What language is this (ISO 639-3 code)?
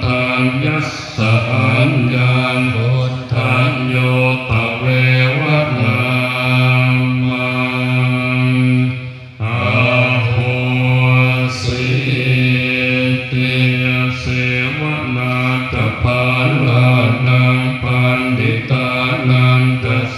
pli